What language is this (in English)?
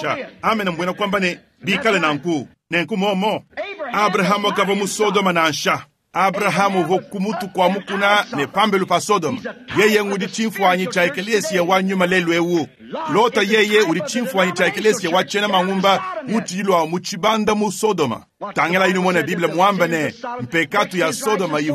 Luba-Lulua